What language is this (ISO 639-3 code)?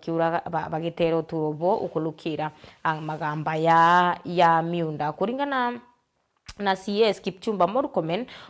mer